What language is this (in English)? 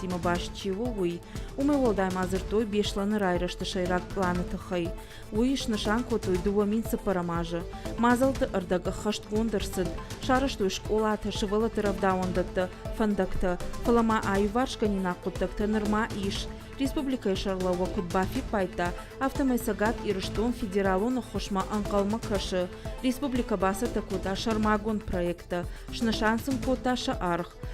Ossetic